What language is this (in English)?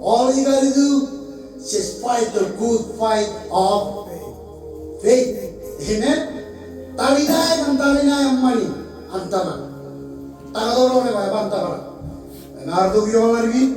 Marshallese